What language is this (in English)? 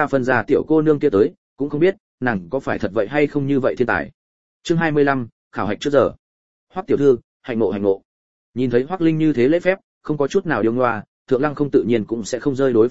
Vietnamese